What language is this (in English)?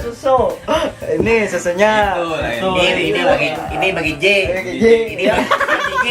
Banjar